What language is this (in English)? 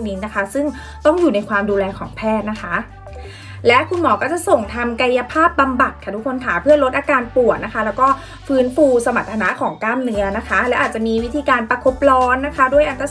Thai